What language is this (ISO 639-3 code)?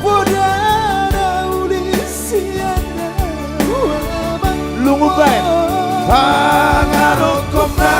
bbc